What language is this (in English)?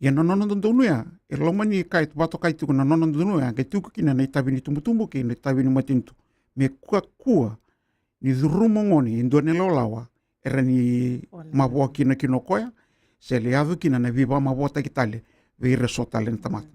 Fijian